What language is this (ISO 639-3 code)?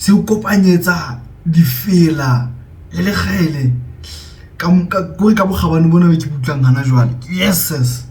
sot